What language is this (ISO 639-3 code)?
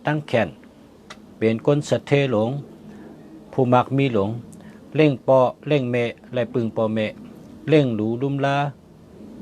shn